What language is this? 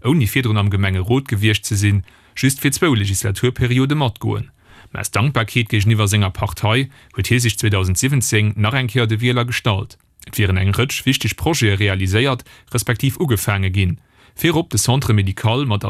Luxembourgish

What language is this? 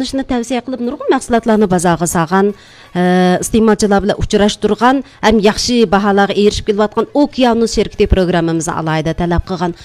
Uyghur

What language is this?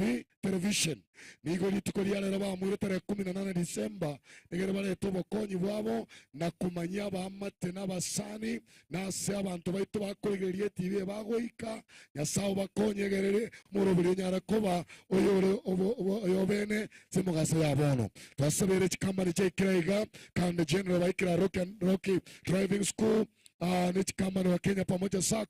Gusii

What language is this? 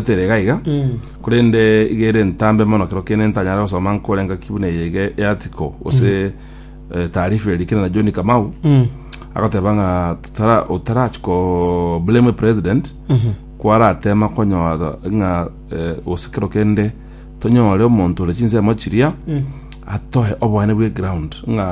Gusii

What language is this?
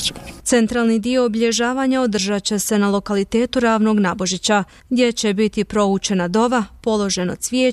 Bosnian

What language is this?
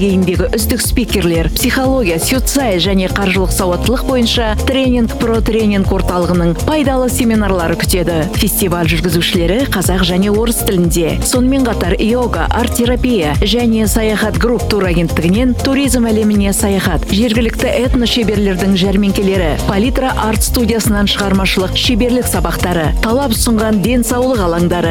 Kazakh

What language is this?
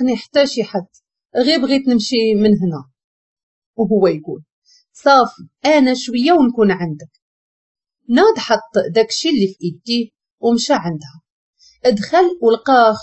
Moroccan Arabic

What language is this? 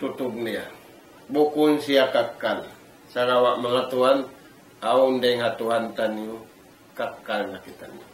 Tausug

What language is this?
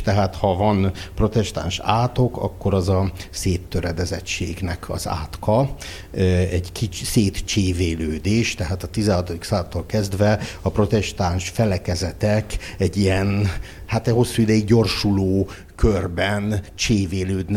Hungarian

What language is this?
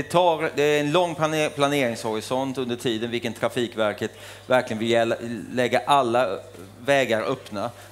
Swedish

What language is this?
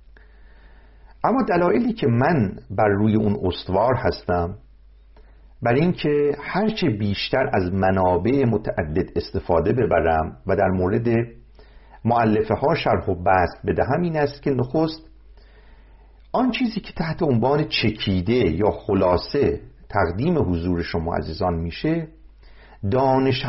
Persian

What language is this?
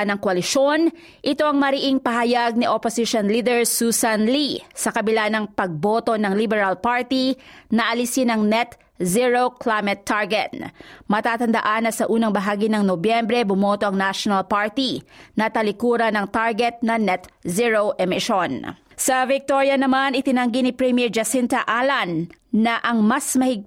Filipino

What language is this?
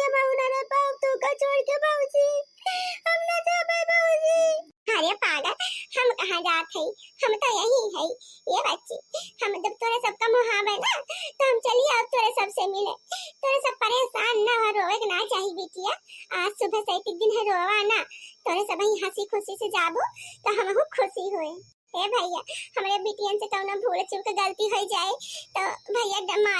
Awadhi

